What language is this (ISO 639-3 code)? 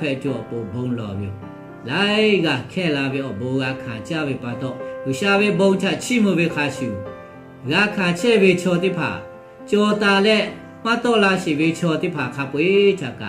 lhu